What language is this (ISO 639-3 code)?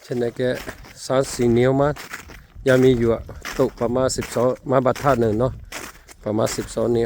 lhu